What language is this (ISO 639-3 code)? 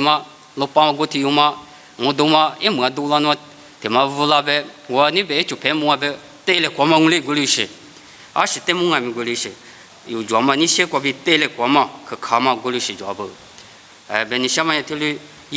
lis